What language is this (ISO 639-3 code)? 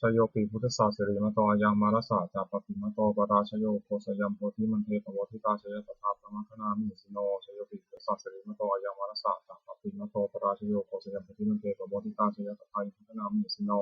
pli